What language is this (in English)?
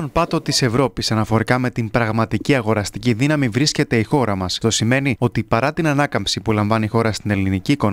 Greek